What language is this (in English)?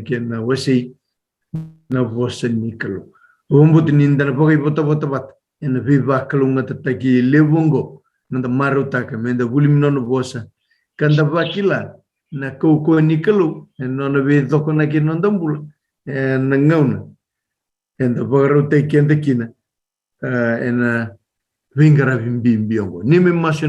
Fijian